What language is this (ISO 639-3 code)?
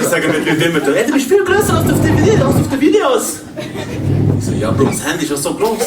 gsw